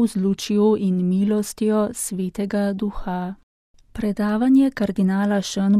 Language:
Slovenian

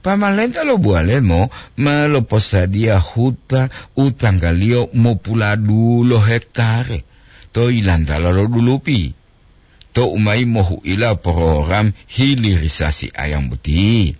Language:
Gorontalo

